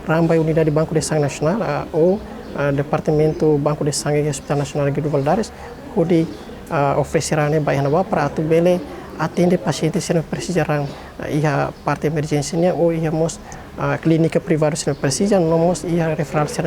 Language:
Tetum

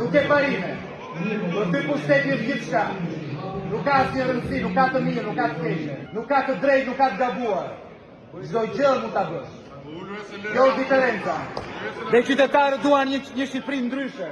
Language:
Albanian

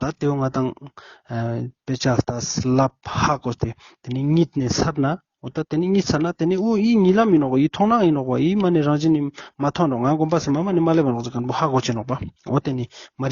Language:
Ladakhi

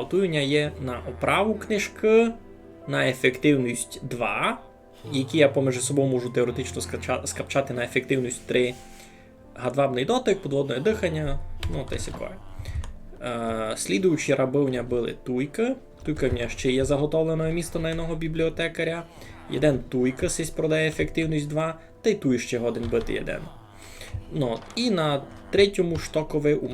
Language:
Rusyn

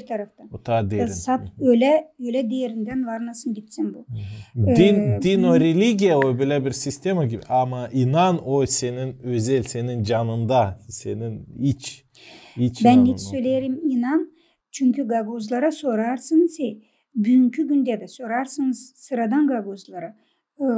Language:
Gagauz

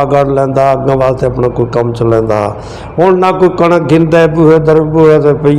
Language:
Saraiki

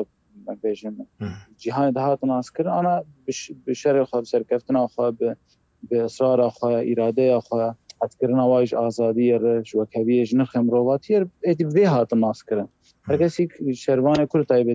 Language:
Kurdish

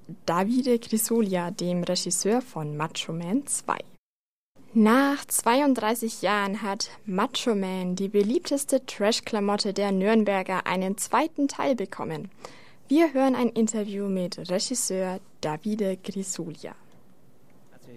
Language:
German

